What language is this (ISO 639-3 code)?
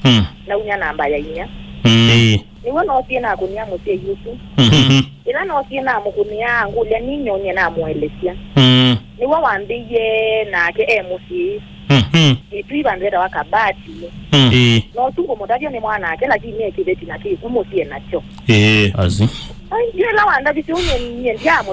kam